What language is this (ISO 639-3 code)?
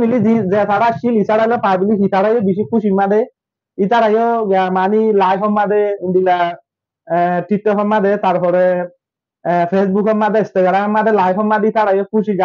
rhg